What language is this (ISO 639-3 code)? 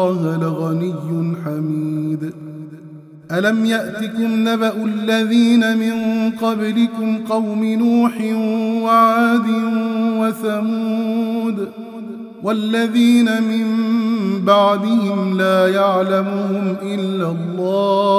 ara